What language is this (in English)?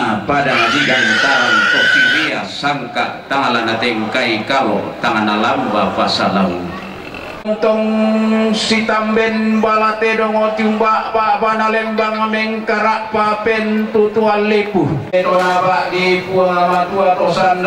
Toraja-Sa'dan